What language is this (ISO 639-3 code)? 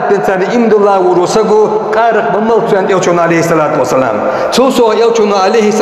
inh